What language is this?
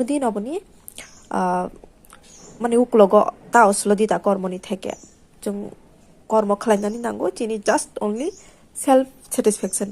Kok Borok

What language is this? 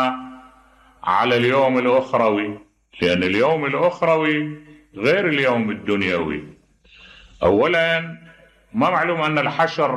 Mesopotamian Arabic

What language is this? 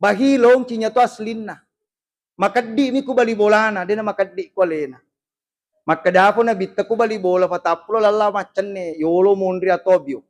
Buginese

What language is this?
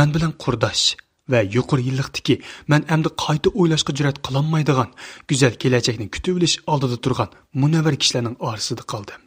Uyghur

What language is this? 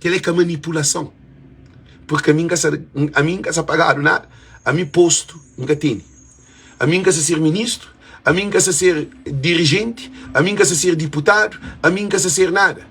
Kabuverdianu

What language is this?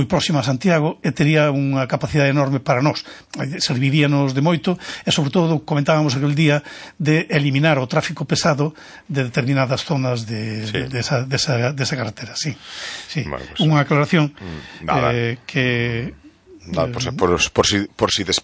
Galician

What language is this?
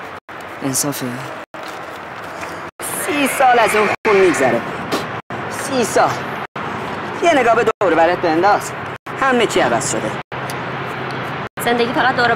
Persian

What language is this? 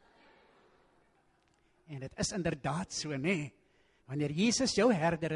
Afrikaans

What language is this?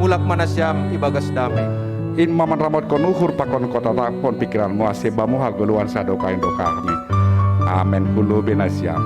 Batak Simalungun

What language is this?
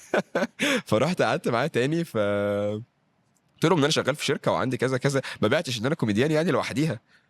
Egyptian Arabic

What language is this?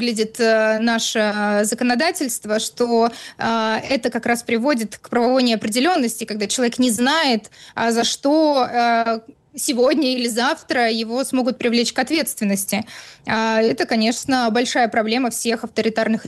Russian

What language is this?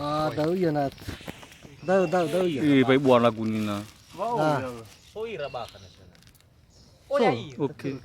Nias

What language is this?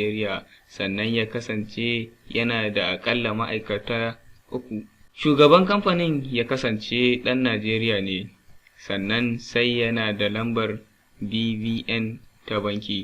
Hausa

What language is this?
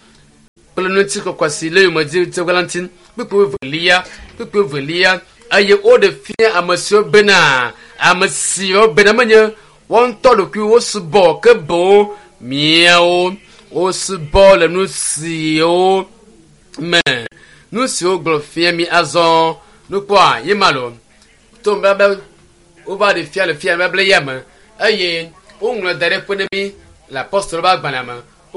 Ewe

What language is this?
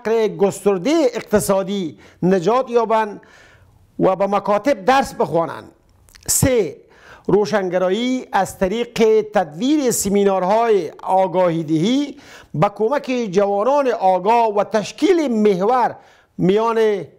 Persian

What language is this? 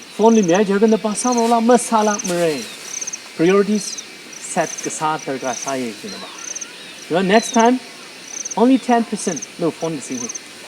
Tangkhul Naga (India)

